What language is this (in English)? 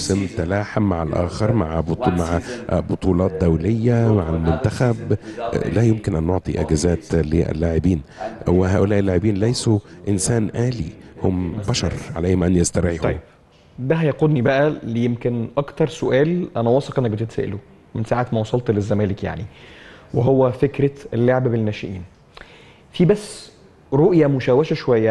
Egyptian Arabic